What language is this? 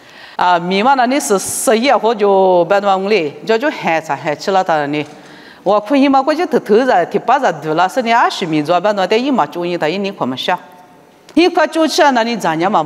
Lisu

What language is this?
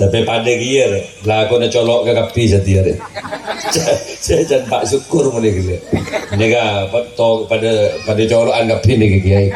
Madurese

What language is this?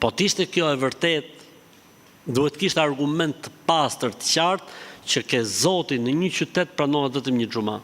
Albanian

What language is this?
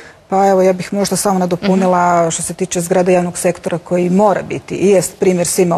Croatian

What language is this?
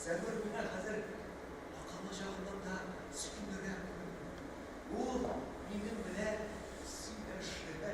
Tatar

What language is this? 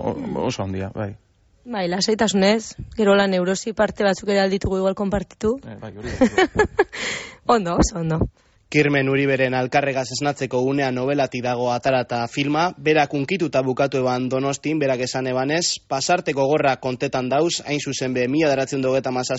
Basque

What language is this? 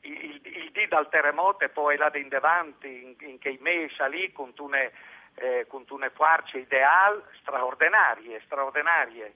Friulian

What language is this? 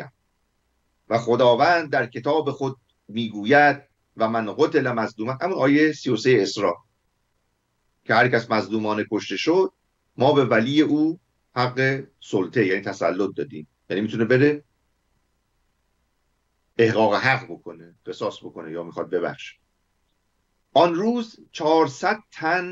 Persian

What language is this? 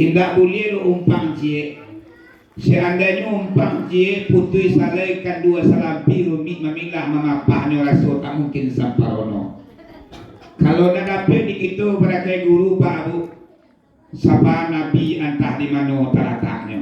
Minangkabau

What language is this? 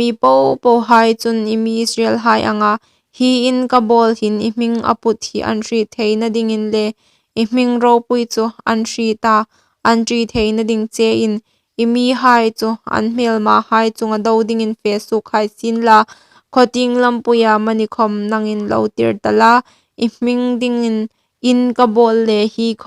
Hmar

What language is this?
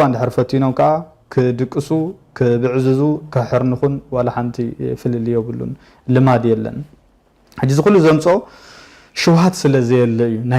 Tigrinya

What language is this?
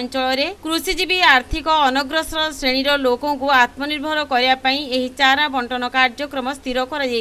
Odia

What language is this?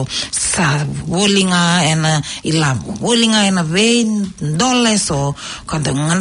Fijian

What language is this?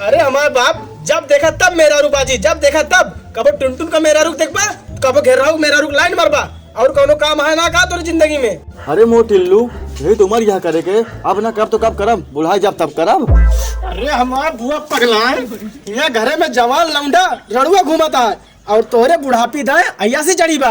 Awadhi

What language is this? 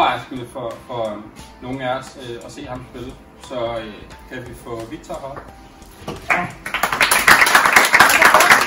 Danish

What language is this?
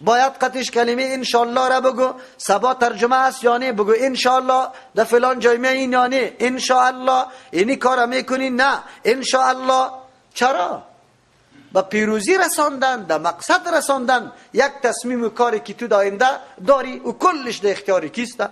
Persian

